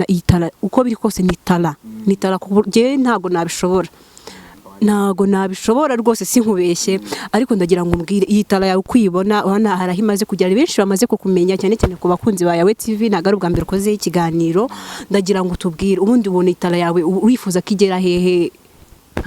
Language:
Kinyarwanda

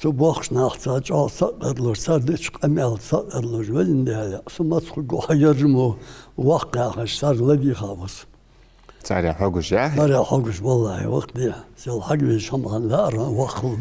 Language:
Ingush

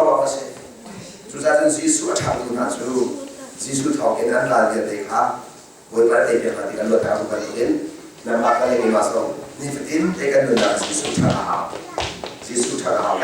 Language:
Hakha Chin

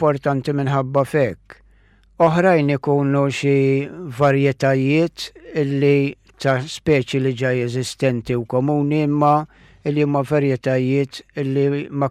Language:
Maltese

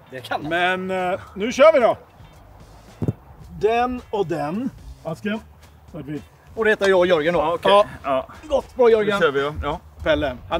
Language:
Swedish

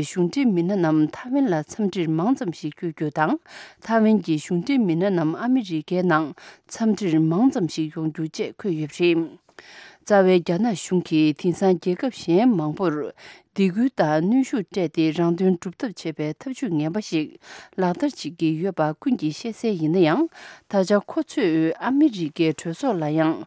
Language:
Tibetan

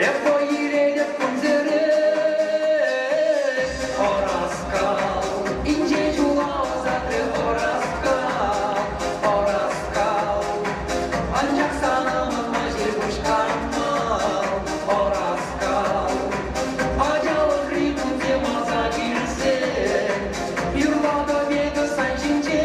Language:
Chuvash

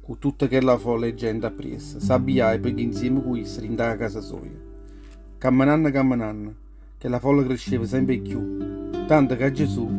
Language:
Neapolitan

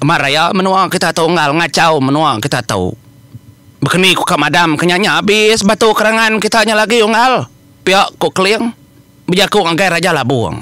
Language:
Iban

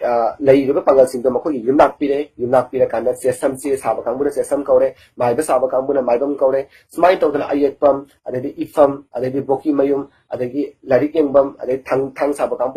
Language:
Manipuri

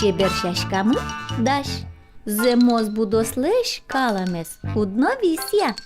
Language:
Udmurt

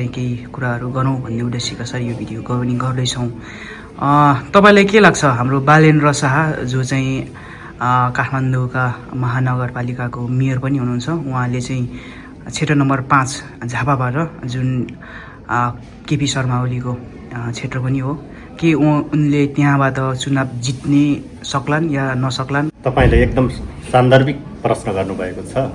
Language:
Nepali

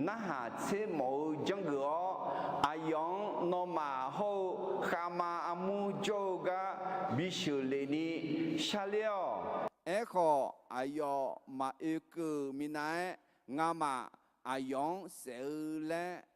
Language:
Akha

